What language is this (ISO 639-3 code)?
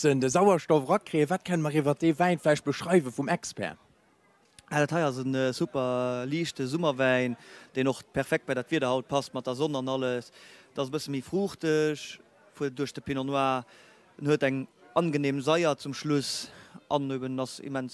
ltz